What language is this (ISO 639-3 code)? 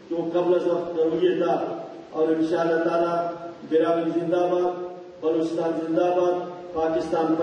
brh